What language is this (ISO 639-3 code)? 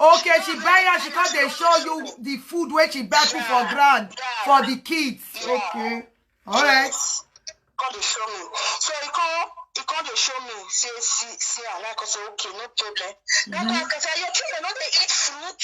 pcm